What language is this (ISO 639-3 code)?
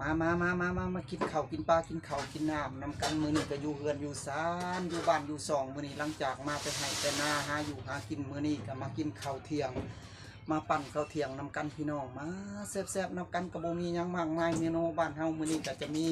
tts